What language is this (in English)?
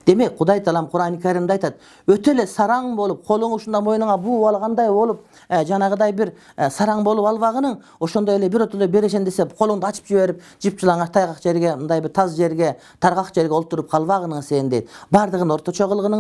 Kyrgyz